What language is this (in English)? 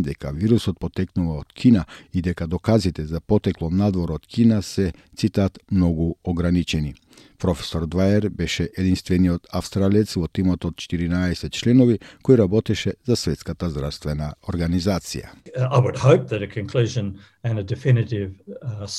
Macedonian